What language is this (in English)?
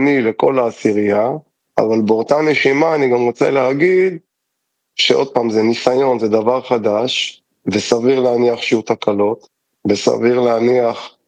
Hebrew